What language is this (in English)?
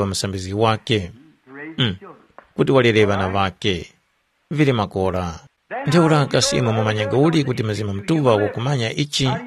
Tumbuka